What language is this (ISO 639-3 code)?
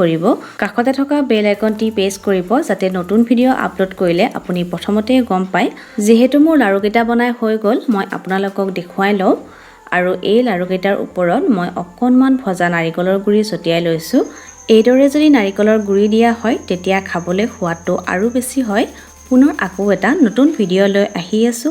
asm